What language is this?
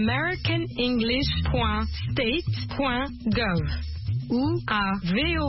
French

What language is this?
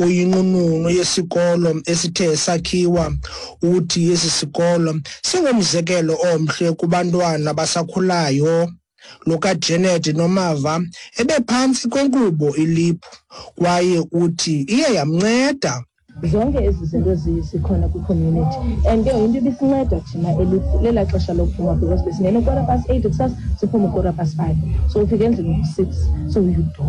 Xhosa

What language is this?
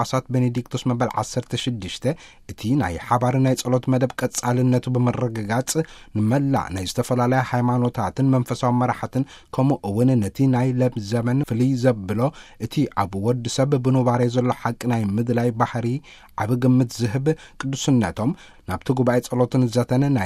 Tigrinya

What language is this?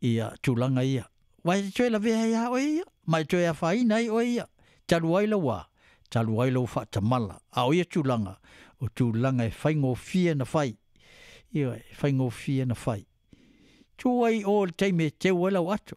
Samoan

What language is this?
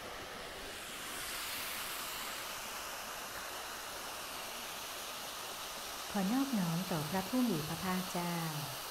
Thai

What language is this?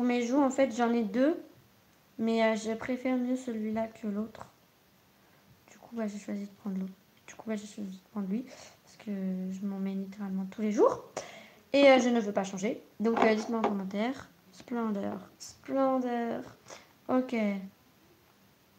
French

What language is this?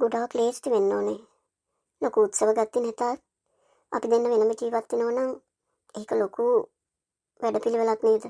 Sinhala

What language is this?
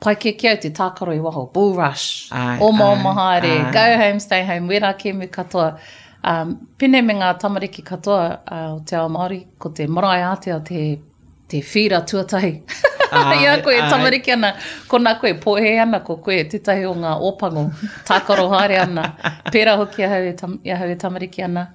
Māori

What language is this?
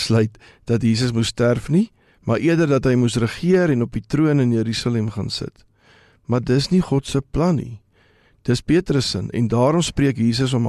Afrikaans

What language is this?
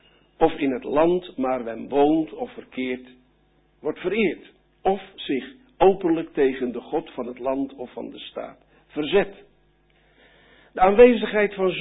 Dutch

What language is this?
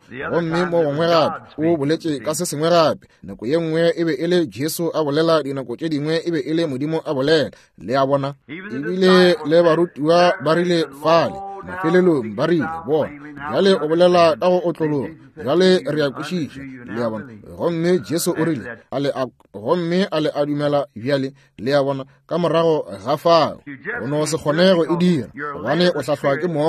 Northern Sotho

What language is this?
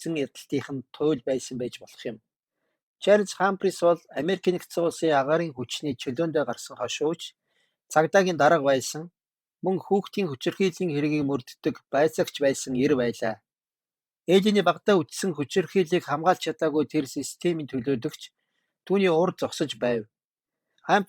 Mongolian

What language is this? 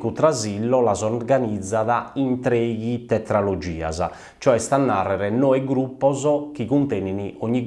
Sardinian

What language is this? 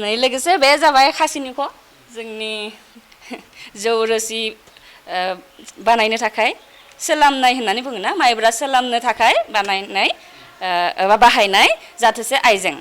Bodo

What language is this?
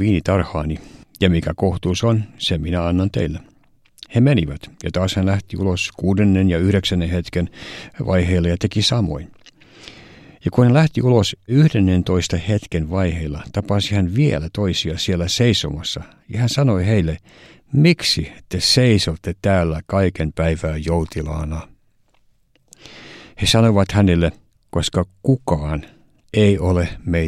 Finnish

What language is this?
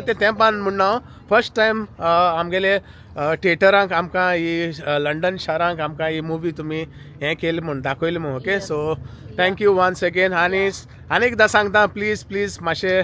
Konkani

